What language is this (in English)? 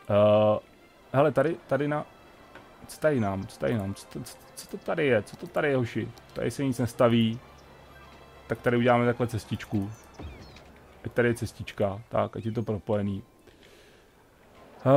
Czech